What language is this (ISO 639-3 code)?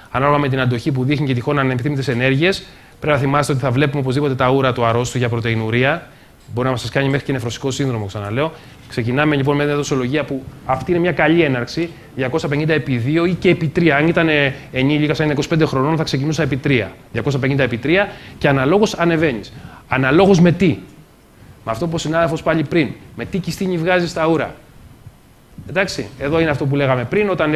ell